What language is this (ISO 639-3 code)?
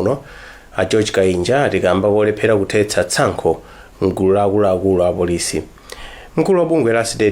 nya